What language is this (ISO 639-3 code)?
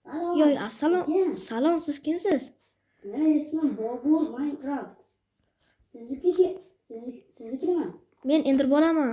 uzb